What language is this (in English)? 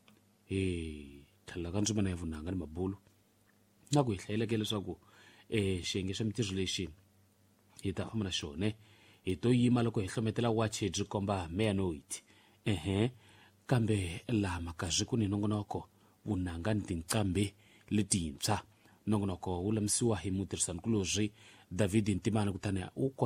Tsonga